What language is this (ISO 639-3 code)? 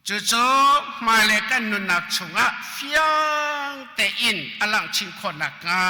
cnh